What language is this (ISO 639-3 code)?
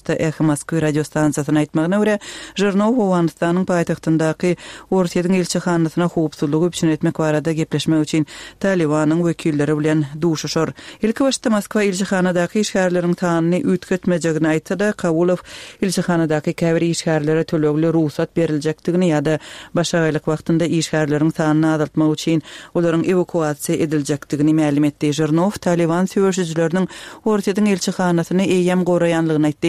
tuk